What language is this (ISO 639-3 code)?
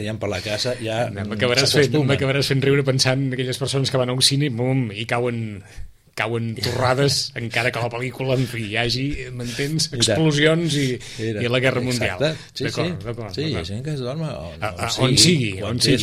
cat